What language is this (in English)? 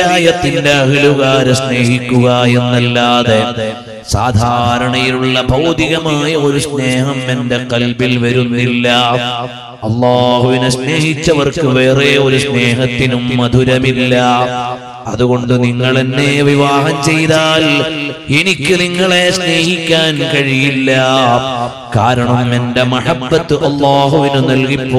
Malayalam